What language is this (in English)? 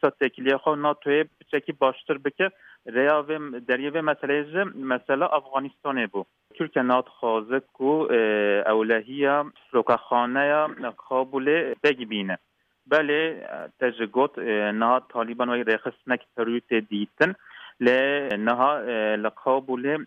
Kurdish